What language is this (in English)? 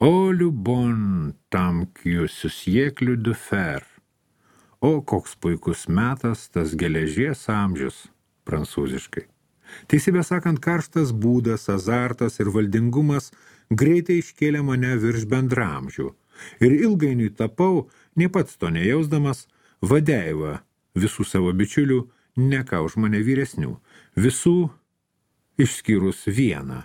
Lithuanian